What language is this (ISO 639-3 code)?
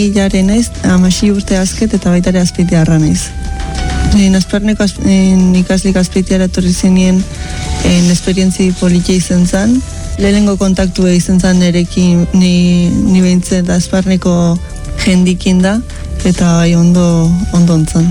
eus